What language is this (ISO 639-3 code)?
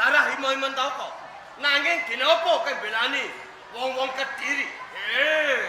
jav